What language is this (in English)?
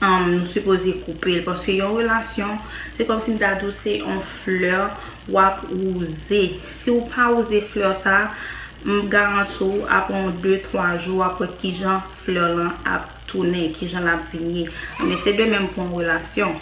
Haitian Creole